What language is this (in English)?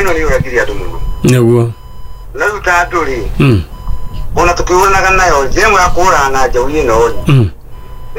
Kikuyu